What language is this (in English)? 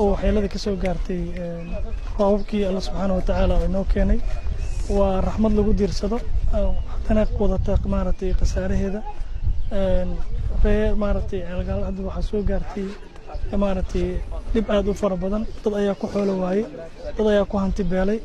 Somali